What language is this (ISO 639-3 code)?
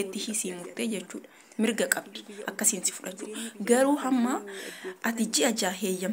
orm